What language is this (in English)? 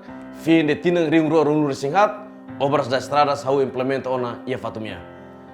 Tetum